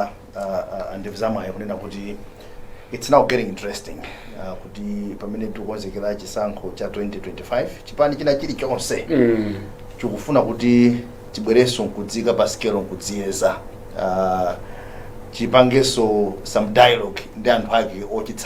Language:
Nyanja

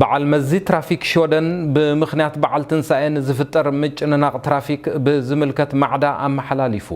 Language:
Tigrinya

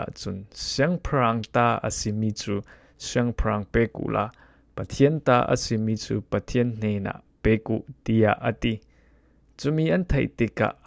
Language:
Falam Chin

